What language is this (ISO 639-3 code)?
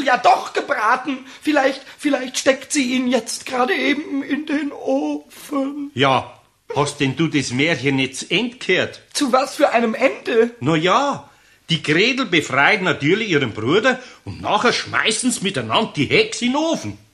deu